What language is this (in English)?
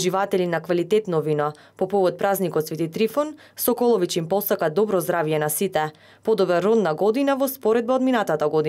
Macedonian